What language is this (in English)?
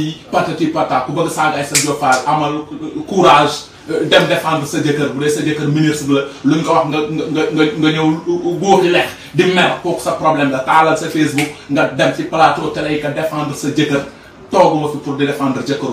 Wolof